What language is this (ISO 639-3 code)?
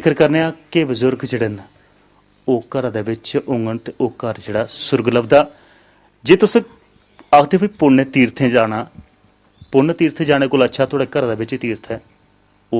doi